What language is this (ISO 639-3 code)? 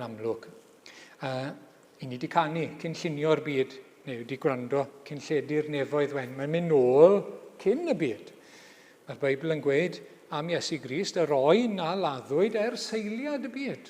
cym